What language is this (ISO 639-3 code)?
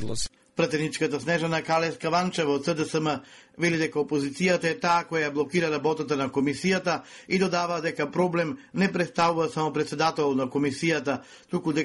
mkd